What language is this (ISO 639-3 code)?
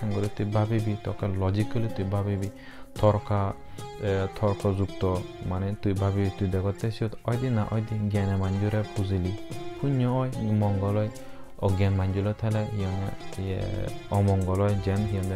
ccp